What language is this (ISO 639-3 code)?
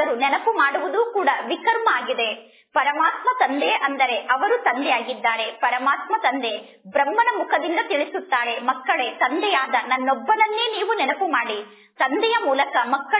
kan